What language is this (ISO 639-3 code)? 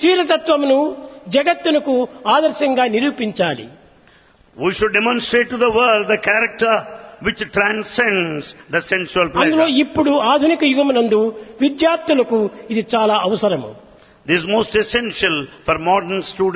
tel